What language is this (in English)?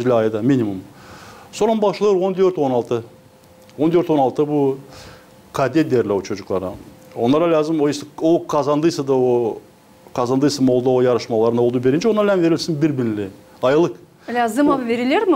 Gagauz